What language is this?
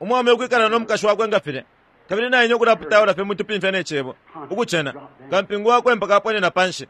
Bemba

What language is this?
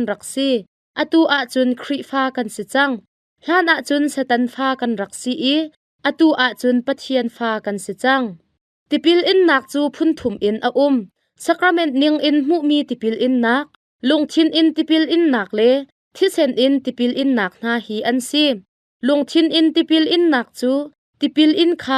Hakha Chin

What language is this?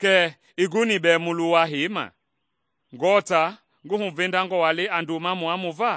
Mende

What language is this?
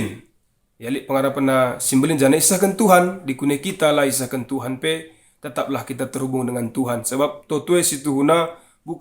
Batak Karo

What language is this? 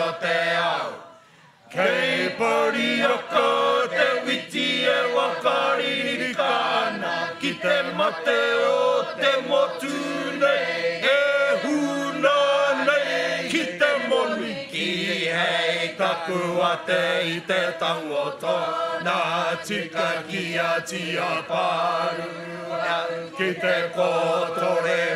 Māori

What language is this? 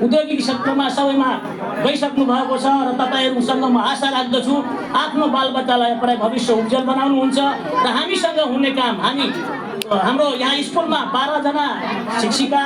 Nepali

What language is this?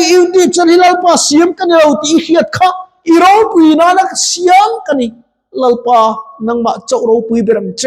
Mizo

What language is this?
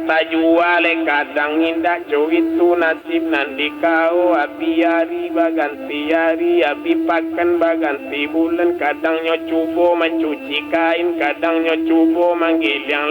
Minangkabau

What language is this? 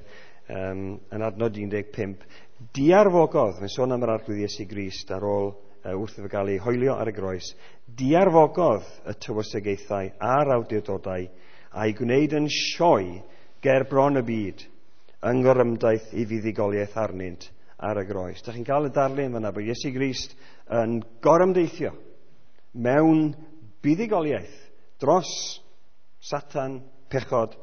Welsh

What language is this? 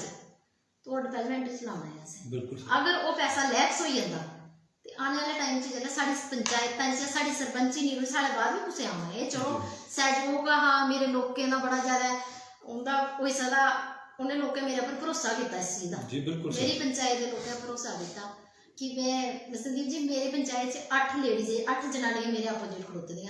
Dogri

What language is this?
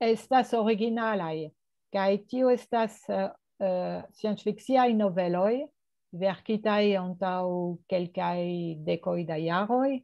Esperanto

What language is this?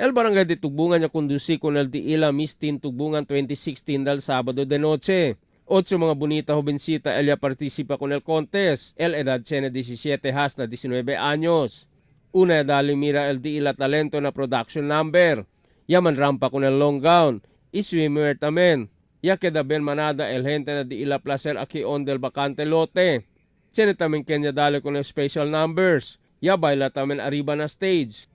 Chavacano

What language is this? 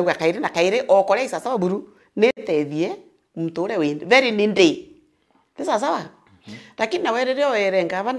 Meru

